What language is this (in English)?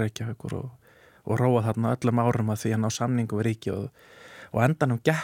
Icelandic